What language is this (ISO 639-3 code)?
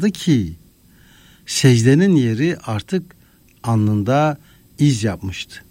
tur